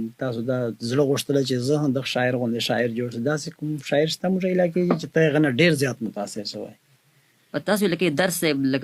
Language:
Pashto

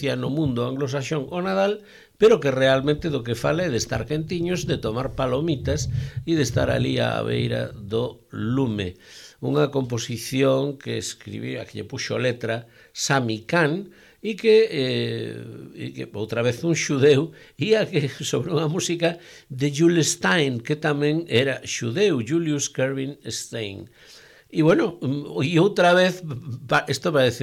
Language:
Galician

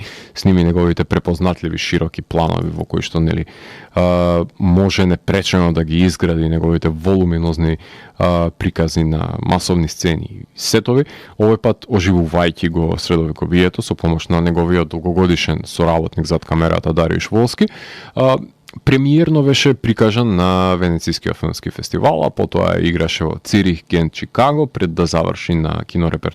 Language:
Macedonian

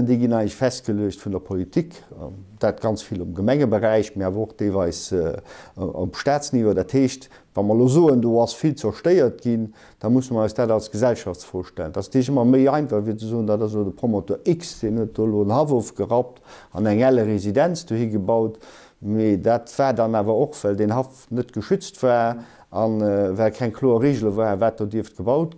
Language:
Luxembourgish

